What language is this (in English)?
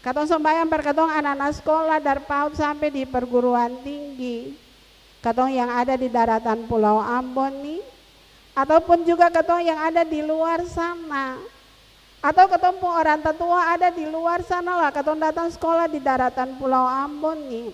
Ambonese Malay